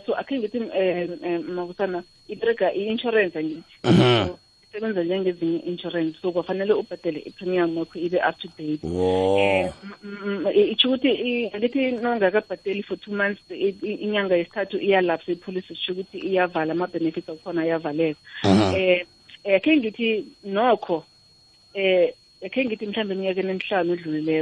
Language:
South Ndebele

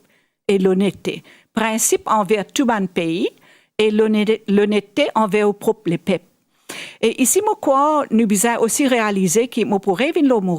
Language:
Morisyen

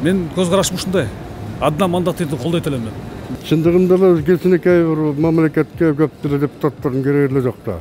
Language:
Kyrgyz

